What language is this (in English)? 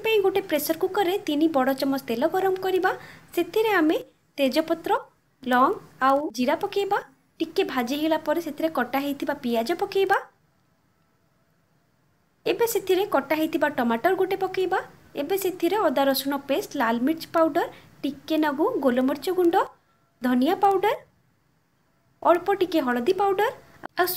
Odia